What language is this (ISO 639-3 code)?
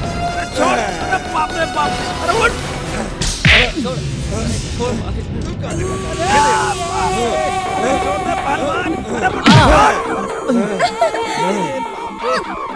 bho